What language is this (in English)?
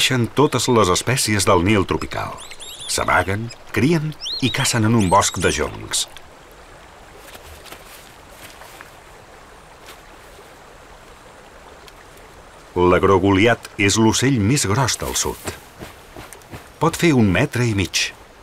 Catalan